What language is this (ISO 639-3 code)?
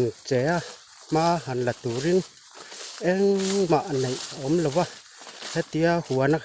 lus